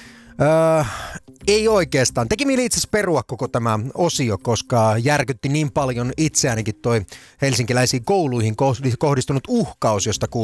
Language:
Finnish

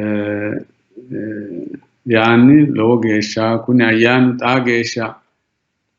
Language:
Sidamo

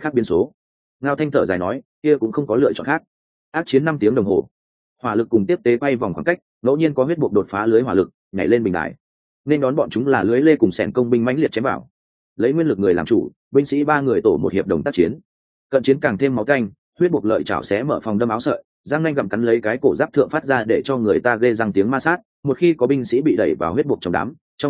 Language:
Vietnamese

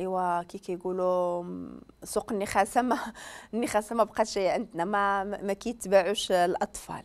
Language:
Moroccan Arabic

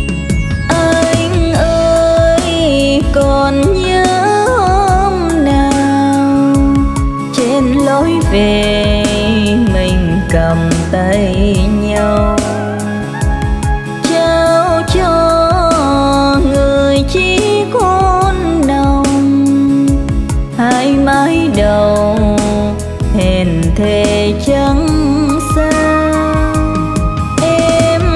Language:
Vietnamese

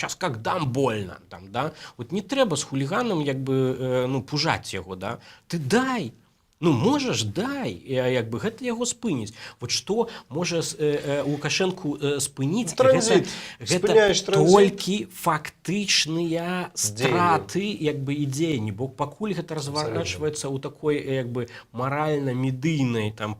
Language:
Belarusian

